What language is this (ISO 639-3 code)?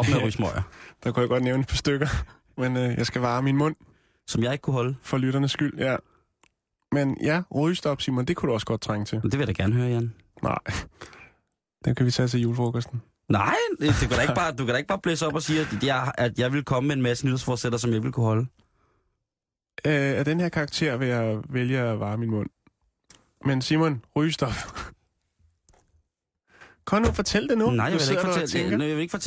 dan